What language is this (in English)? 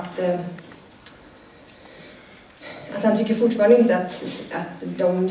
Swedish